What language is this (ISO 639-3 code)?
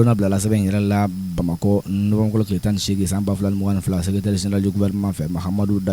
bam